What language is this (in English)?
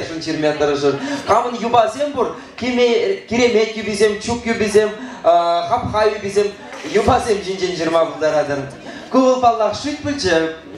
Chuvash